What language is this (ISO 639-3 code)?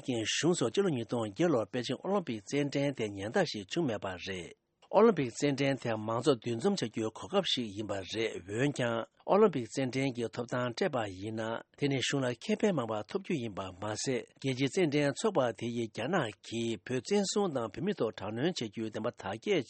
bod